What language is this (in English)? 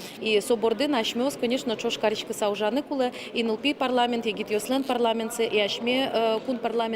Udmurt